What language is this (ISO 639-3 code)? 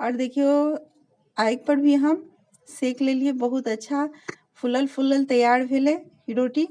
mai